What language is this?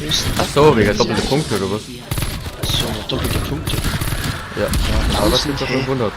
Bavarian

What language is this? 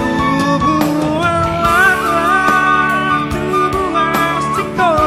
Batak Toba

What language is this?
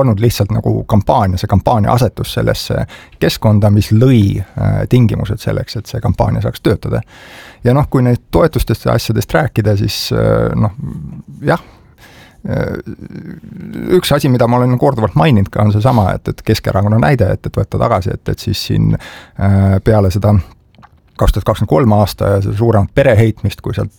Estonian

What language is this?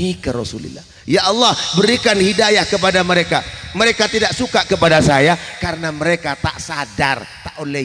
Madurese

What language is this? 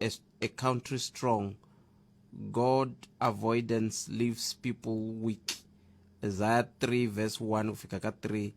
Tsonga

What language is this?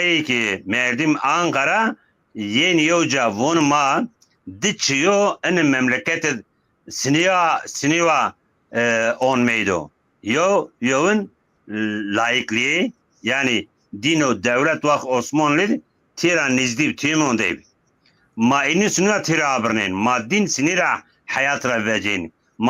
Zaza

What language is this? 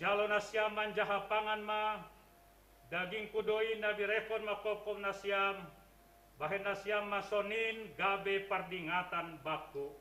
Batak Simalungun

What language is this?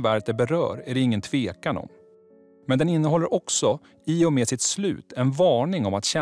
Swedish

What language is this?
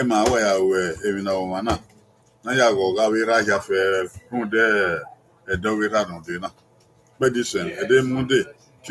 Bini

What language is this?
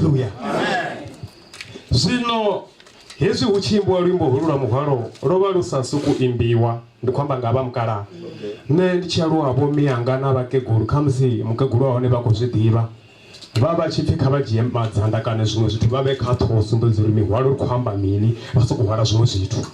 Venda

